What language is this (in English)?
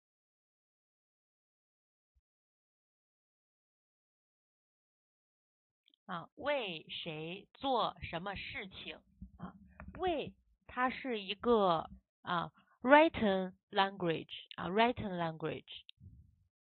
Chinese